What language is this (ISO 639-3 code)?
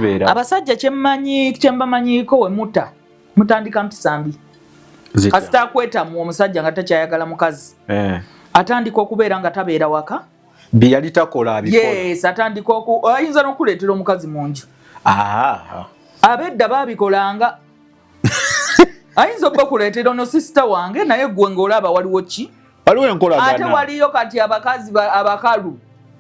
lug